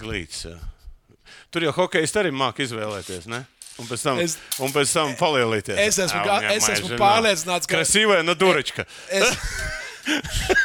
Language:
Latvian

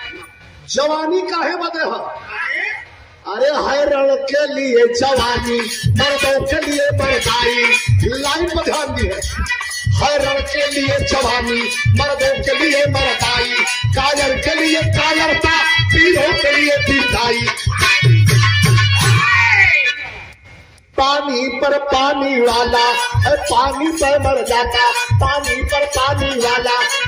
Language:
Bhojpuri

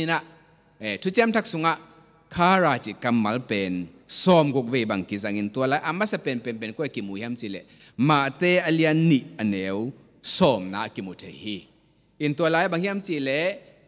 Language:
Tedim Chin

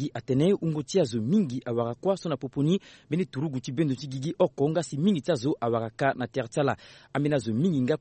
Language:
Sango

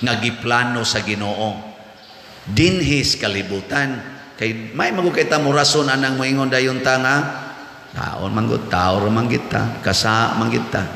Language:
Cebuano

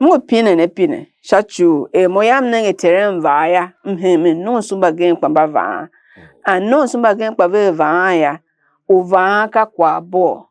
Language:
Tiv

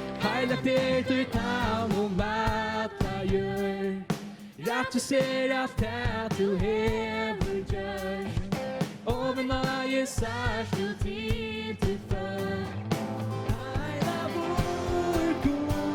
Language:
Faroese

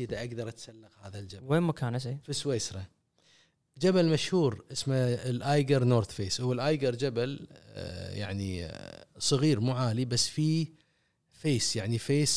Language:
Gulf Arabic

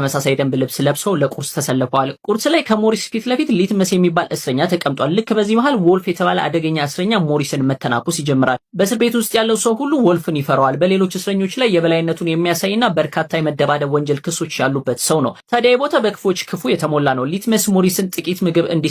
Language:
Amharic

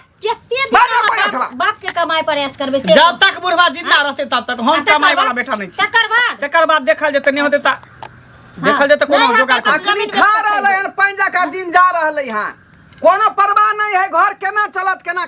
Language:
Maithili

